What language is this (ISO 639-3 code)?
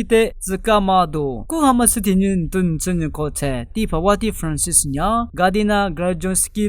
lis